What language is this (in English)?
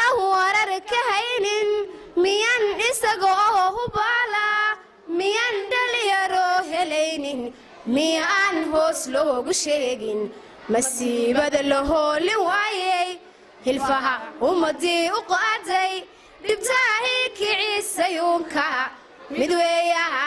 Somali